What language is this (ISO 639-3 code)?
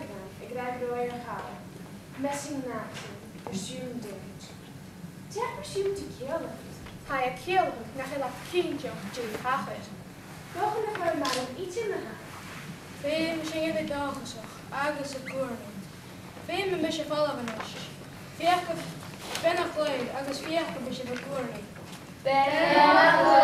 gla